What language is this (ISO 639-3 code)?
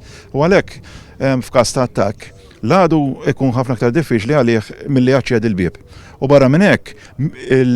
mlt